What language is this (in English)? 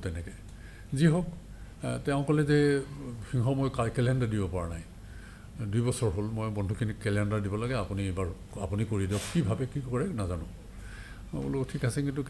Assamese